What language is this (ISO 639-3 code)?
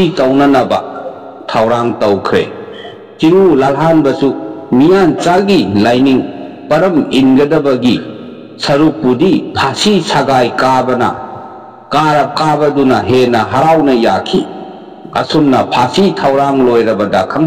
mni